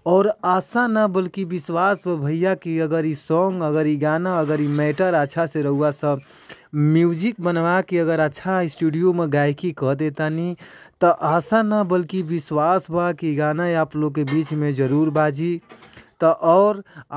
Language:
Bhojpuri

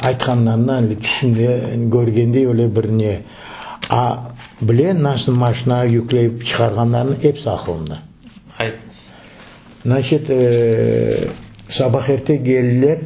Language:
Crimean Tatar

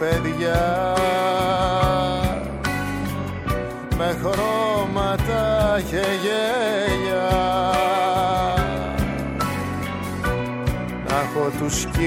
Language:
Greek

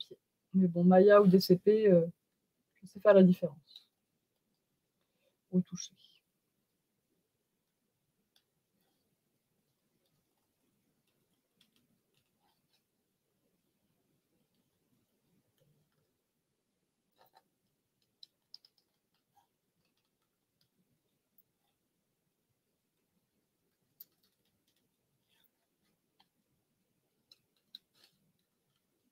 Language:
French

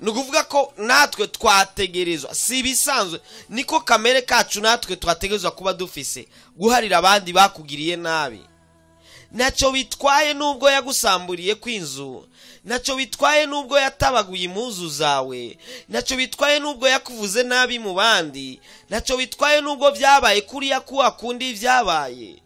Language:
Rundi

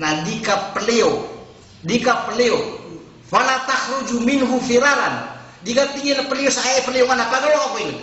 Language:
Maranao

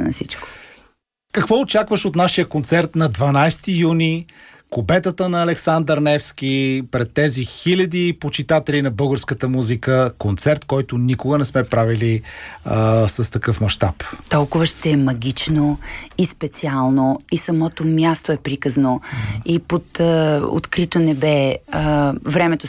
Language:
Bulgarian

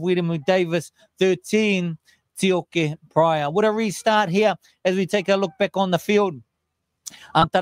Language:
Māori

